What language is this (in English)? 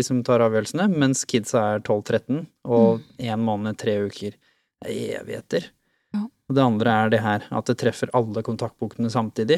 Norwegian